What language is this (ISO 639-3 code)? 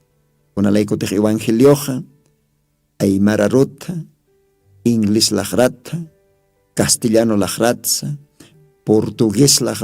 aym